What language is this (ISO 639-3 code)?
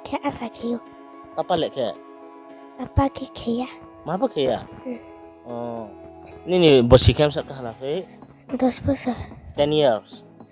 ria